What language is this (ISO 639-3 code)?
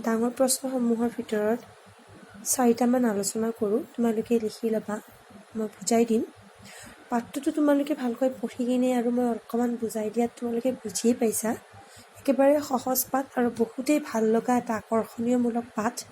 asm